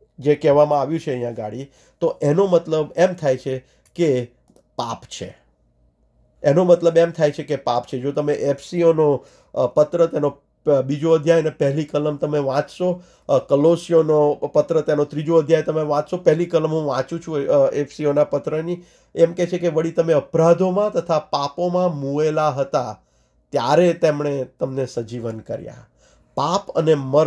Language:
Gujarati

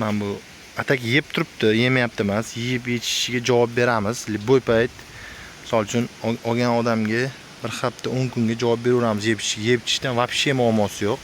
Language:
Uzbek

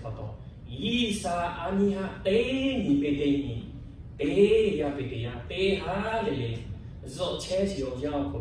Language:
Lahu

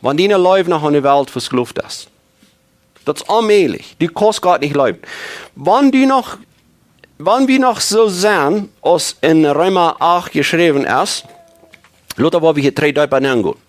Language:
Plautdietsch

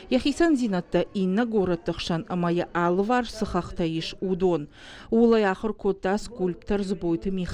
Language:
Ossetic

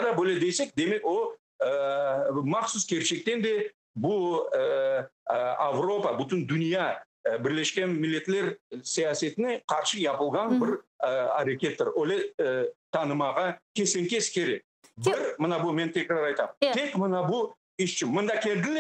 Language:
Crimean Tatar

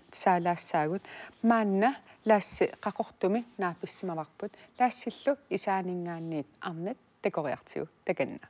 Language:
Kalaallisut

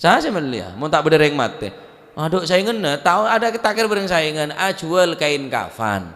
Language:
Madurese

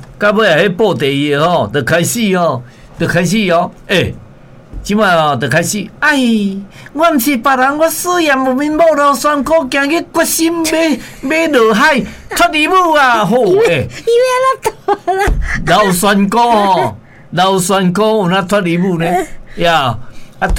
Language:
Min Nan Chinese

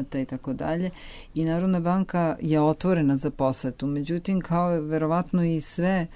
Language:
Serbian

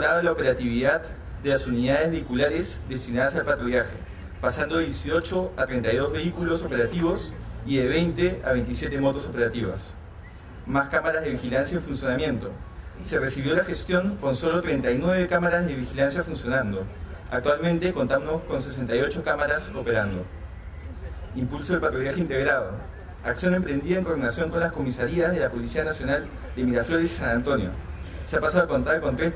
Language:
Spanish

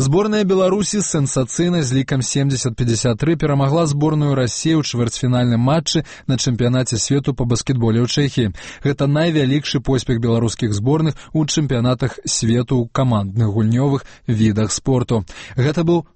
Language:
Belarusian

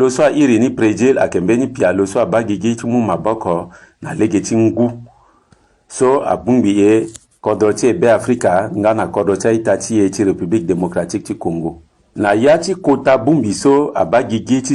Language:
Sango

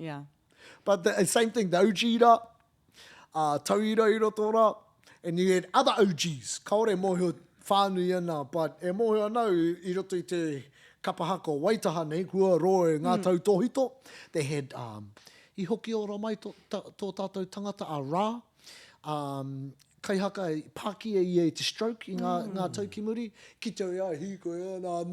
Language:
Māori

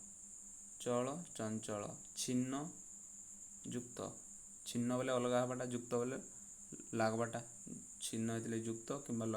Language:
Odia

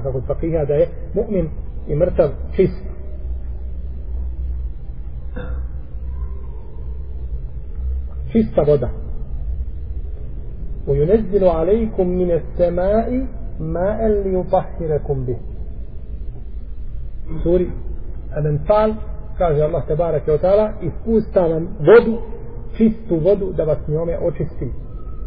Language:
Bosnian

